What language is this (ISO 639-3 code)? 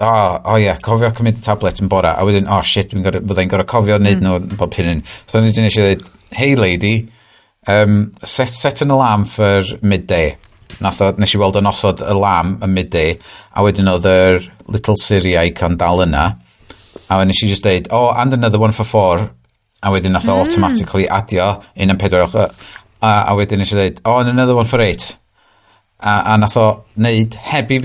cym